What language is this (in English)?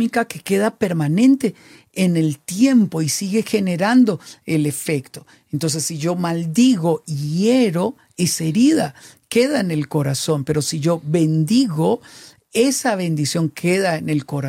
Spanish